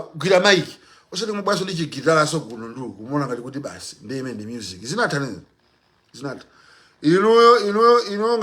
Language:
Nyanja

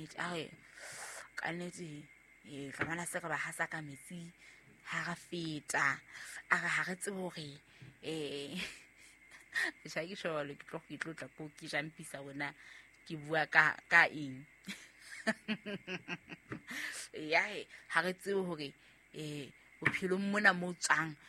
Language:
Southern Sotho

